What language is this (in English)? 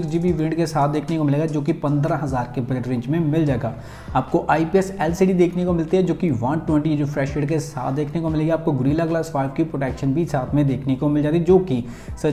Hindi